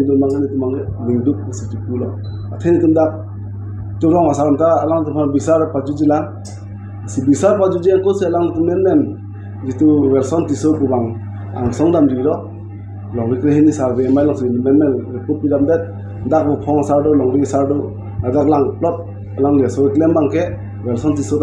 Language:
Karbi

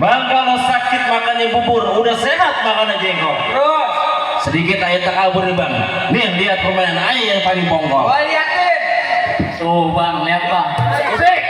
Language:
Betawi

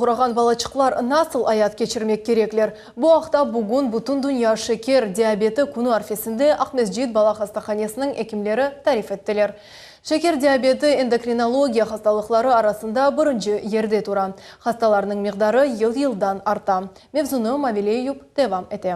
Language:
Crimean Tatar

